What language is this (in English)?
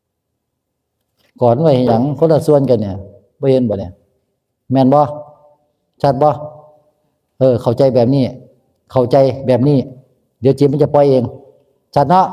Northeastern Thai